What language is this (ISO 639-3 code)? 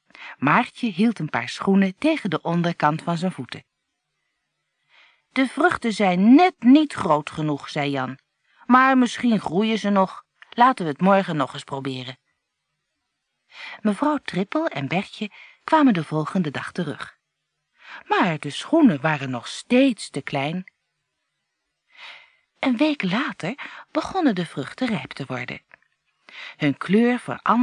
nld